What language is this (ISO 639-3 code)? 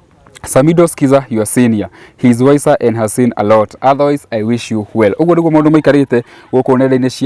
kik